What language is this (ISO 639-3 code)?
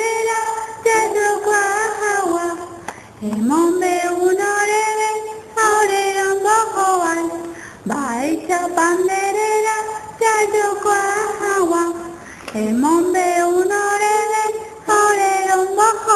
grn